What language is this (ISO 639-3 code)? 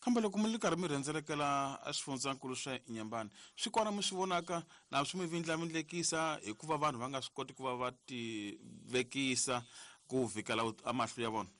tso